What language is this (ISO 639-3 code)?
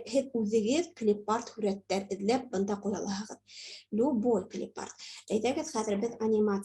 bak